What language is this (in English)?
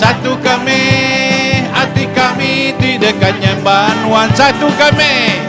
Iban